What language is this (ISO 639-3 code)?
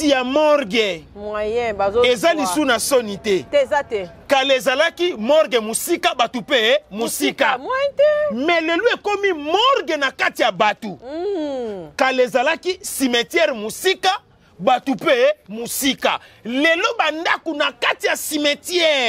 lin